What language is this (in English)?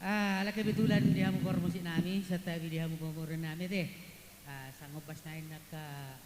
Batak Toba